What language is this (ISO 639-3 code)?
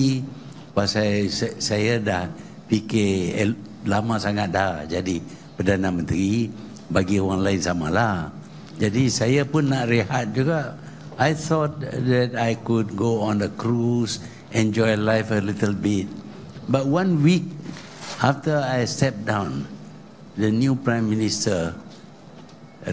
msa